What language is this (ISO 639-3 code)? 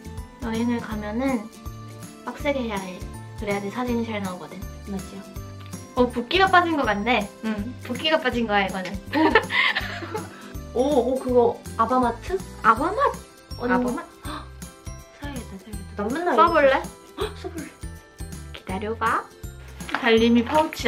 kor